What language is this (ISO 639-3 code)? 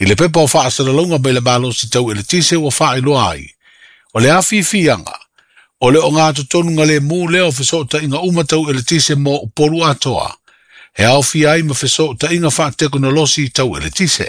smo